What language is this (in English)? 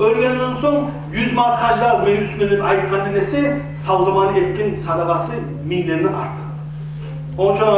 Kumyk